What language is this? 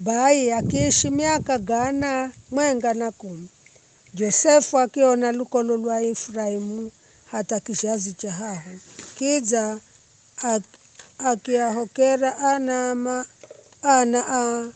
Giryama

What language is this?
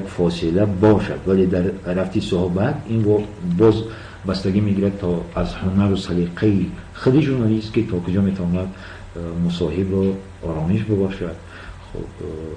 Tajik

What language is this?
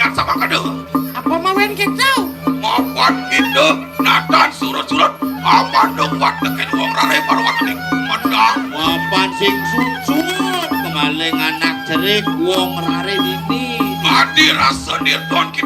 Balinese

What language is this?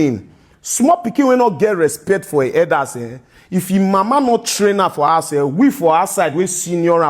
Nigerian Pidgin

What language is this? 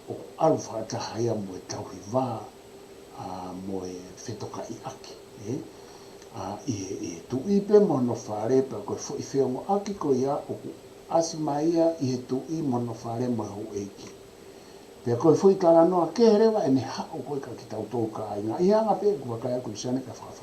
Tongan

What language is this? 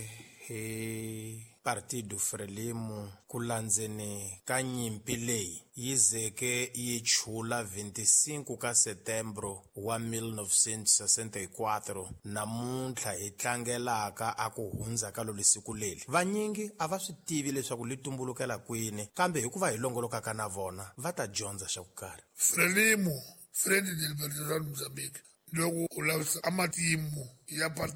Tsonga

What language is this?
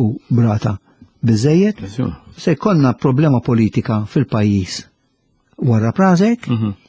Maltese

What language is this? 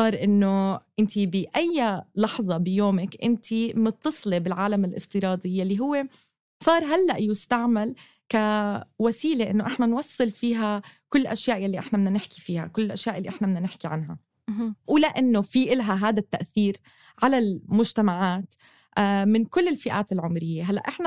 North Levantine Arabic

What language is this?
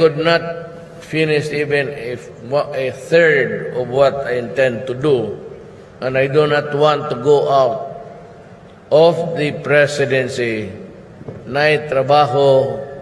Cebuano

